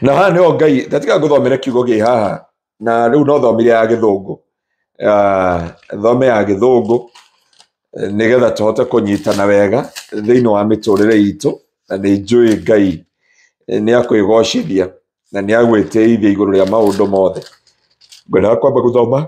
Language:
Kikuyu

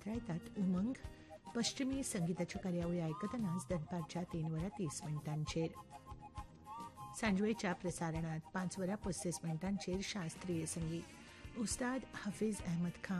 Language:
Konkani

